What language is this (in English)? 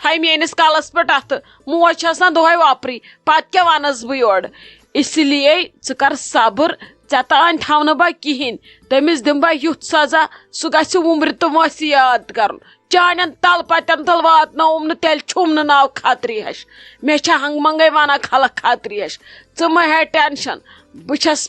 Kashmiri